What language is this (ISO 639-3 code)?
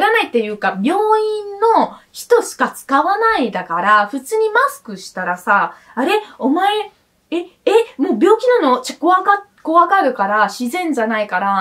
jpn